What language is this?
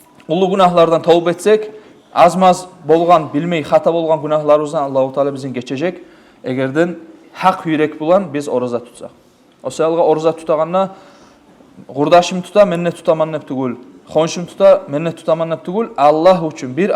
Kumyk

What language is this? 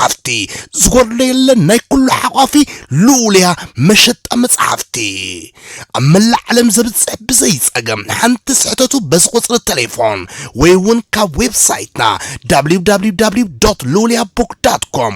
Tigrinya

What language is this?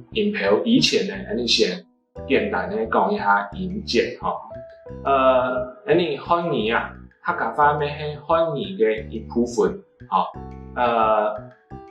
Hakka Chinese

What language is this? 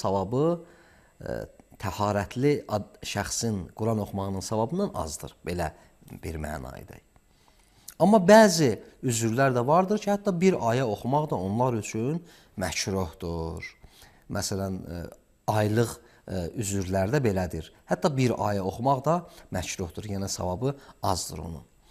Azerbaijani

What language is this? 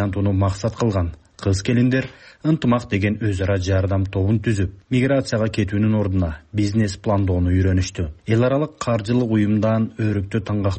Kyrgyz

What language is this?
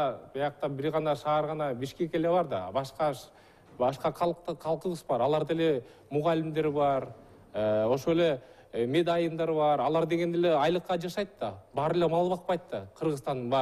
Kyrgyz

